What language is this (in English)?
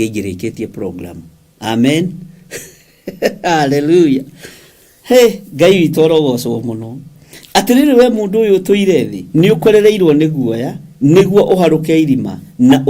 Kikuyu